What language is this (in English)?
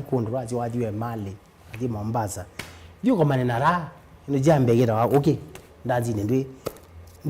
Kamba